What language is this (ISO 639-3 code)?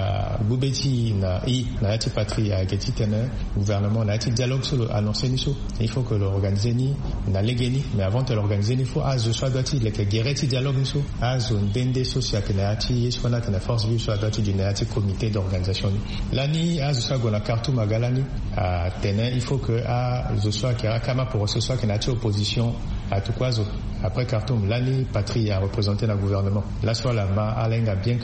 sag